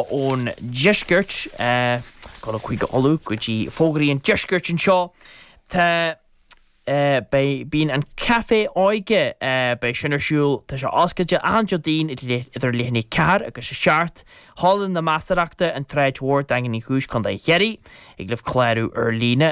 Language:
Irish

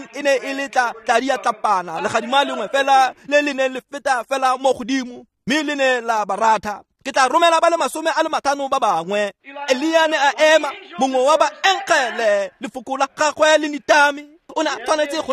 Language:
Tswana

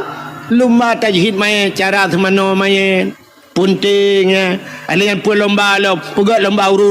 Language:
Achinese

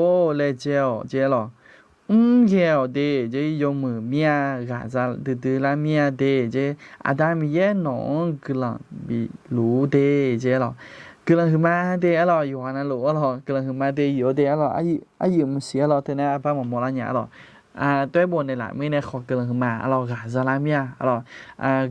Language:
Akha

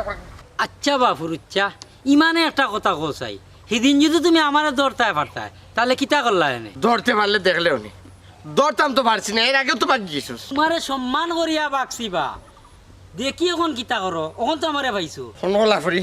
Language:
Sylheti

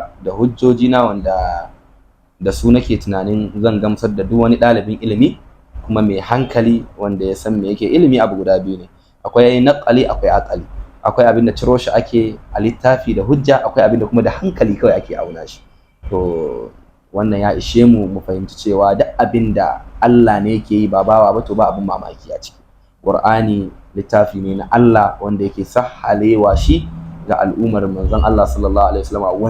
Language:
Hausa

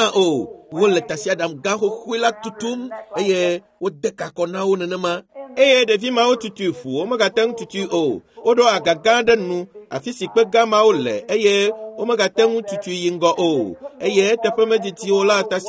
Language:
Ewe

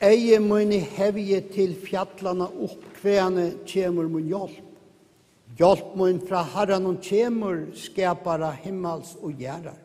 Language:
Faroese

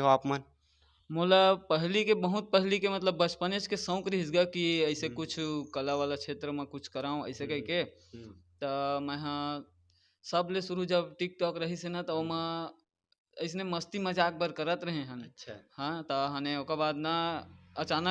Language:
Chhattisgarhi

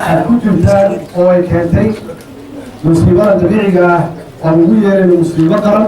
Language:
Somali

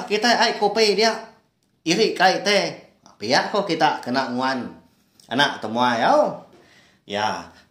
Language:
Iban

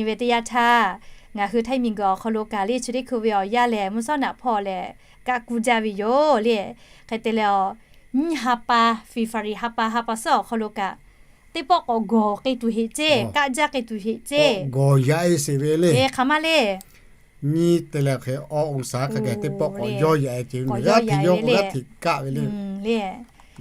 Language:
Lahu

